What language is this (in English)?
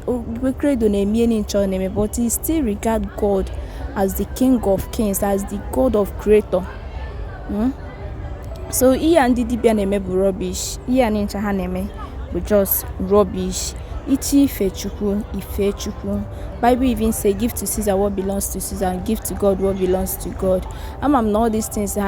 Igbo